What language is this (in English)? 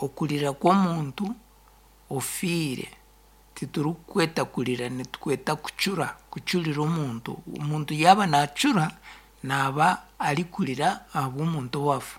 Nyankole